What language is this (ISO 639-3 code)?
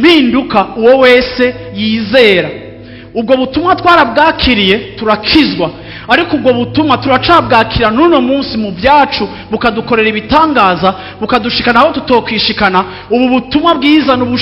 run